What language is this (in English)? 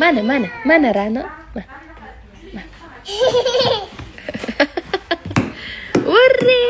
Uzbek